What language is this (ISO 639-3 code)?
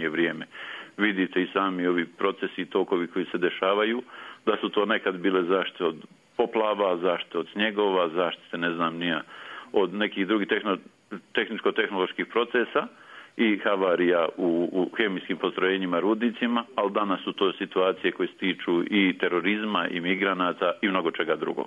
bos